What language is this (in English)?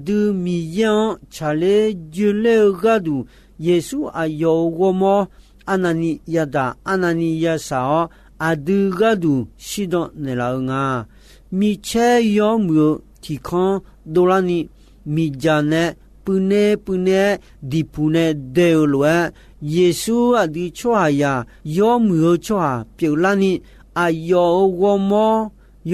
Akha